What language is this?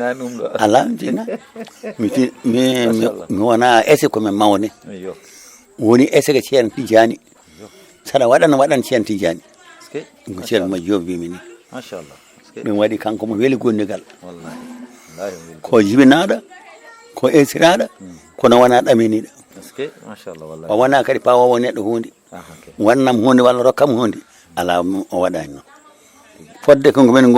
Fula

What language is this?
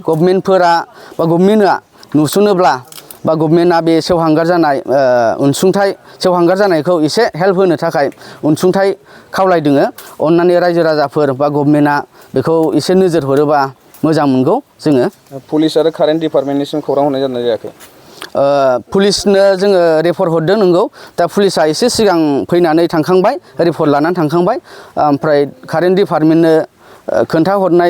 Bodo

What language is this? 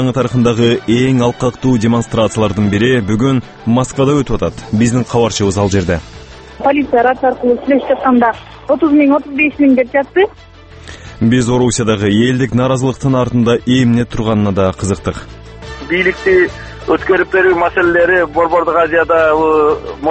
Kyrgyz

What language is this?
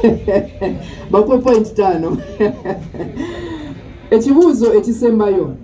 Ganda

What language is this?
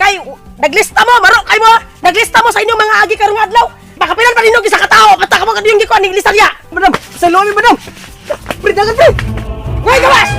Cebuano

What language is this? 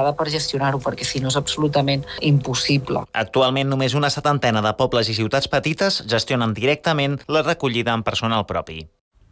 Catalan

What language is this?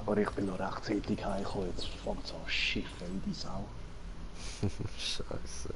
Swiss German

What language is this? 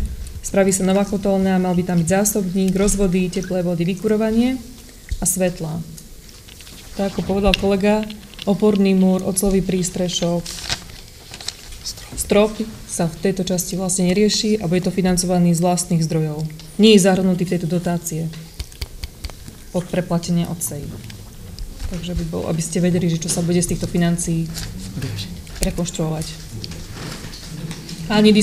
Slovak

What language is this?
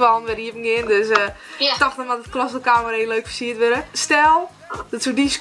Western Frisian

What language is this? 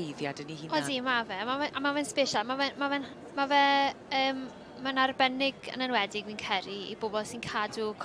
Welsh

